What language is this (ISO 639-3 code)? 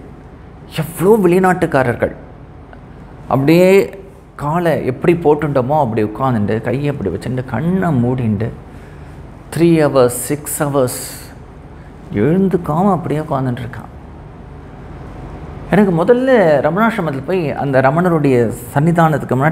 tam